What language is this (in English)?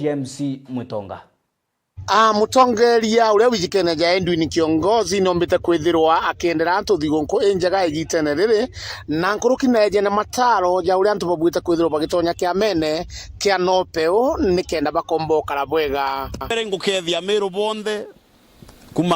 Meru